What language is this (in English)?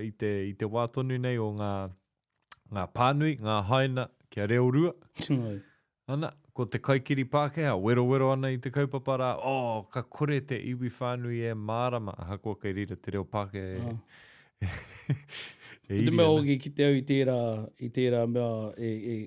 Māori